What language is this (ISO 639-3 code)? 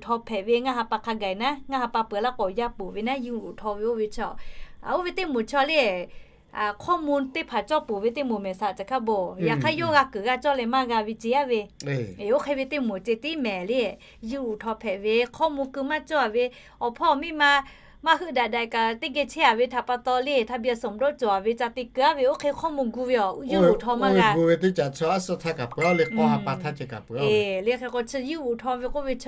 lhu